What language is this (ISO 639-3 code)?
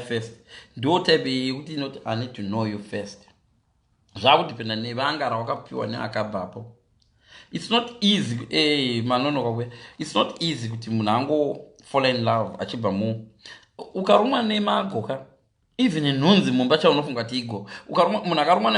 sna